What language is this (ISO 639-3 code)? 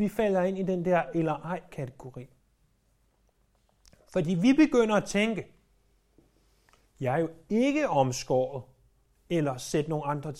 dan